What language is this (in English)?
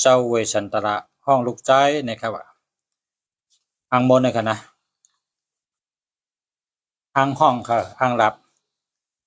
Shan